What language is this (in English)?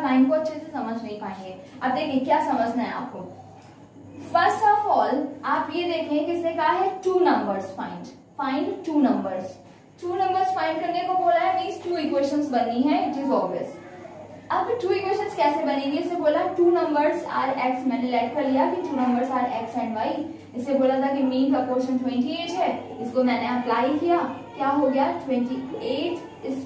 Hindi